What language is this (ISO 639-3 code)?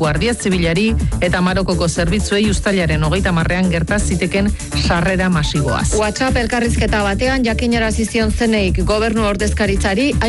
eus